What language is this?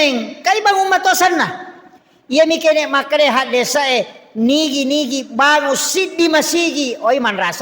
Buginese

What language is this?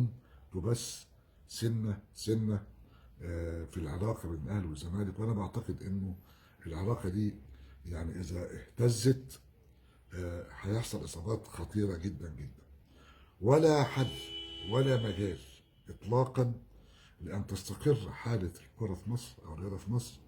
Egyptian Arabic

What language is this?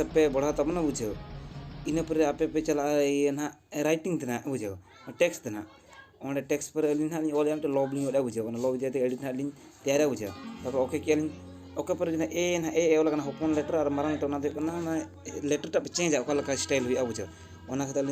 Santali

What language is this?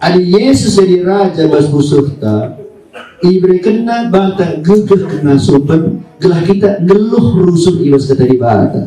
Batak Karo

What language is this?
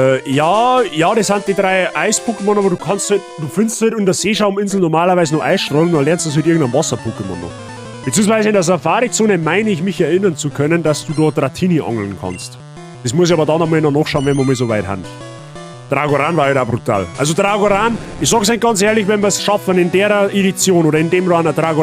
Bavarian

